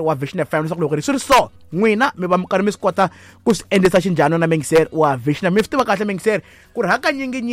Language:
Tsonga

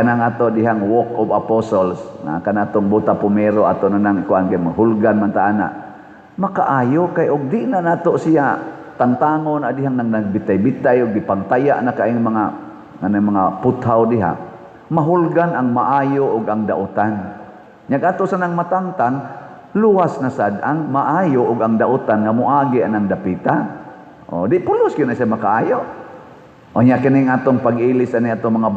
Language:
Cebuano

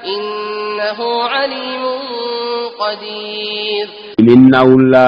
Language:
Sidamo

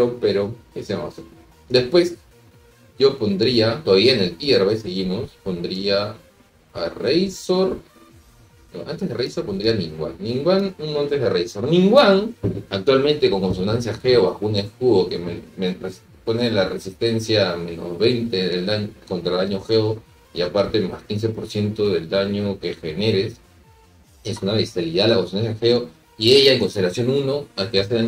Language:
Spanish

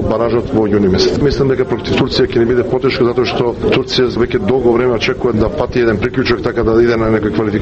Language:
Macedonian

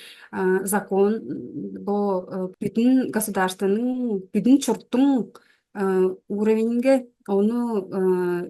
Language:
Tuvinian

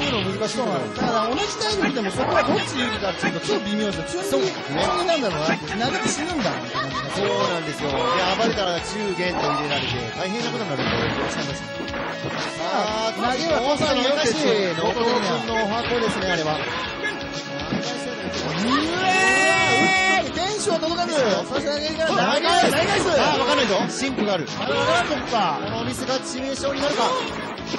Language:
Japanese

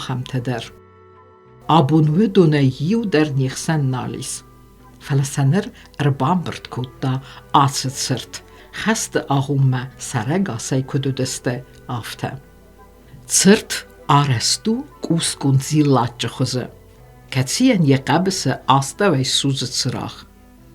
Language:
Ossetic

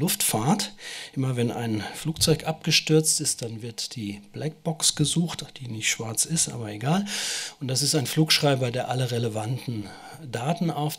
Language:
German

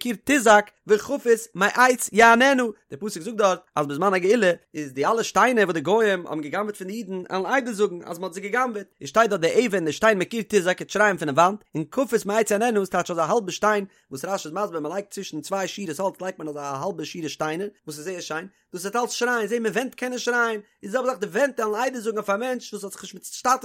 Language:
Yiddish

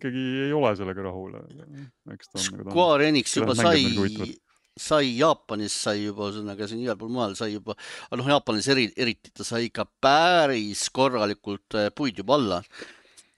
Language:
Estonian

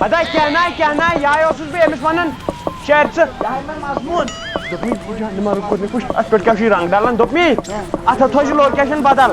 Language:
Kashmiri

